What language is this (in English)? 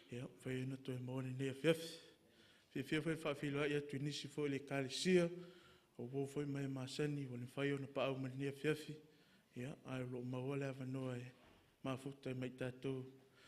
Samoan